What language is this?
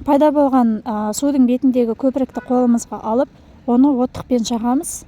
Kazakh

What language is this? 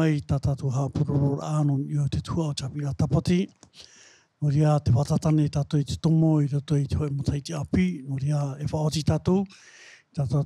Tahitian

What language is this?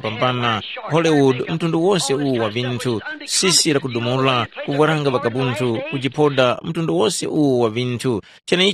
Tumbuka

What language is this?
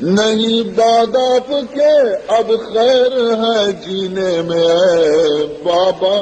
Baluchi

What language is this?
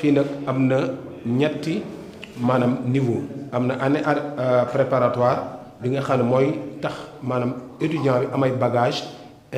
Wolof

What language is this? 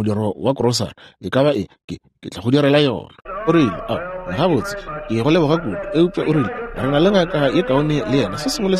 Northern Sotho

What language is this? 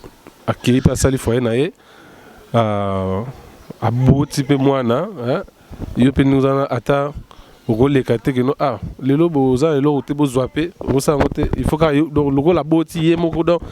Lingala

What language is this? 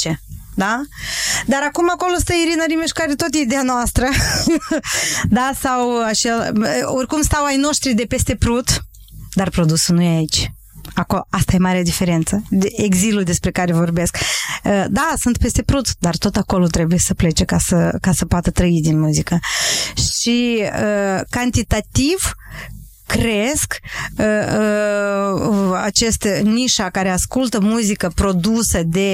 Romanian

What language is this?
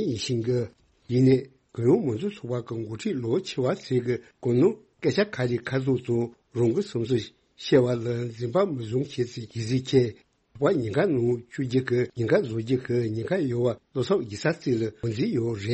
Tibetan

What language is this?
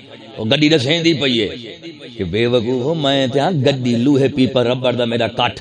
Saraiki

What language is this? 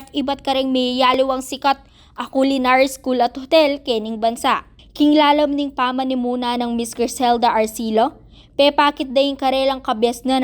Pampanga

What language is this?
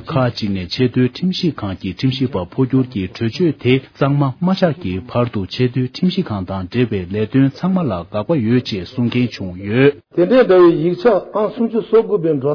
Tibetan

